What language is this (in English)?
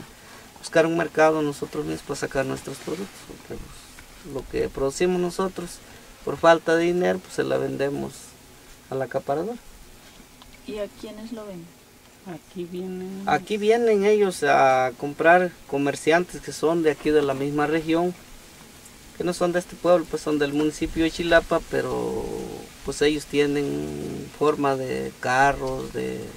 Spanish